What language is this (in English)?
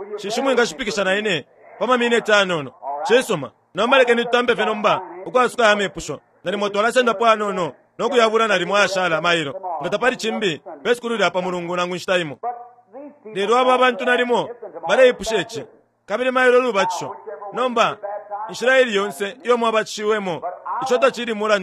Bemba